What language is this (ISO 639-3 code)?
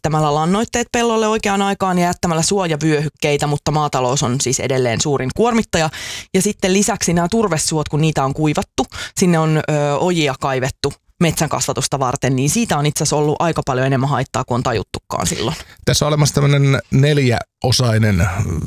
fin